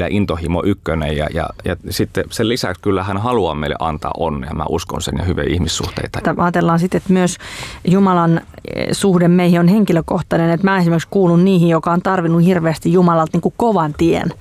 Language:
Finnish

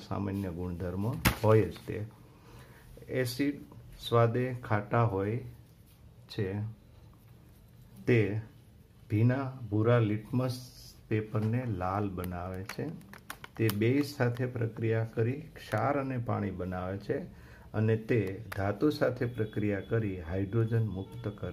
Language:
Gujarati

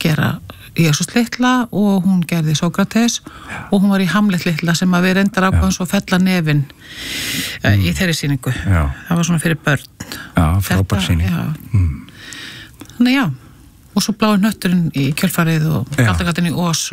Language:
Icelandic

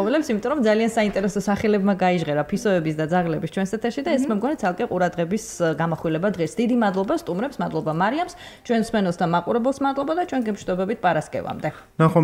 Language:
Georgian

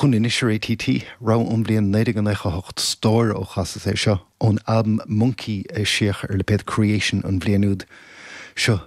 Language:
Irish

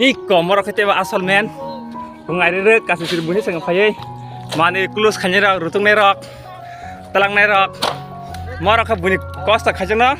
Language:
Kok Borok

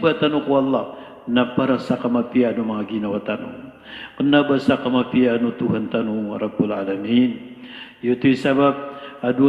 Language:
Maranao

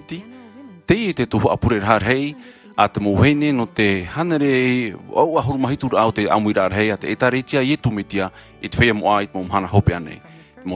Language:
Tahitian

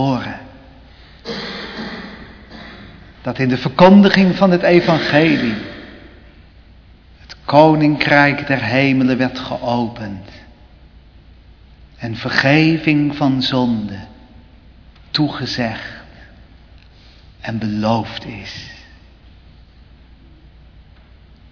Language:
Dutch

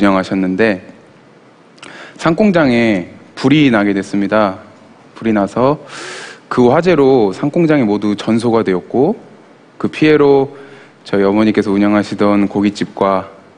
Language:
Korean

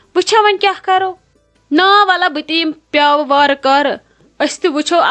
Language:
Kashmiri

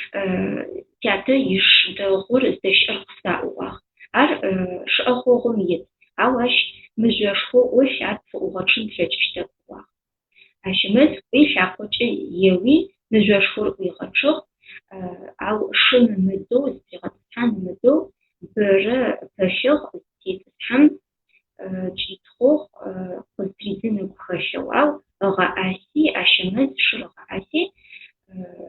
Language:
Adyghe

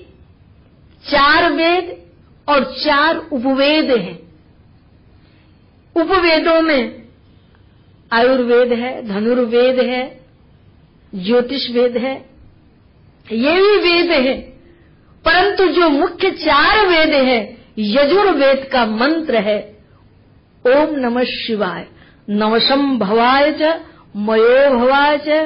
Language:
Hindi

